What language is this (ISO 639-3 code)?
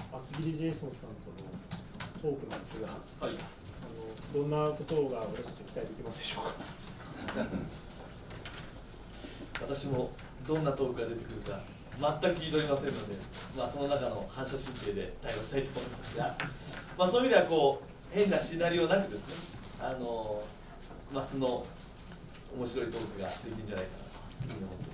jpn